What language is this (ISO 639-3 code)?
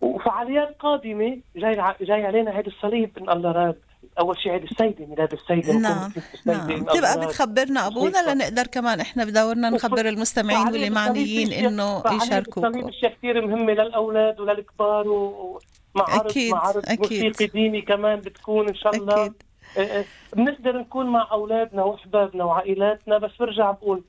apc